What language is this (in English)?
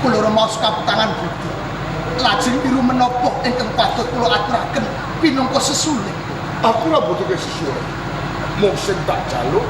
Javanese